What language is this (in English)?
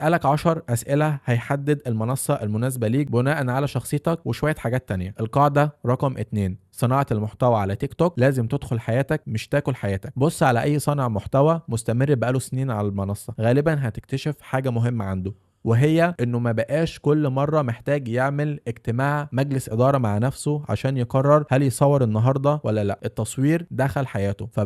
Egyptian Arabic